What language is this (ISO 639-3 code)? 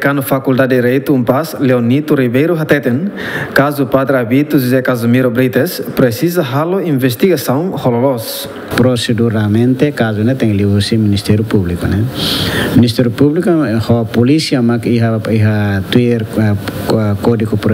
tet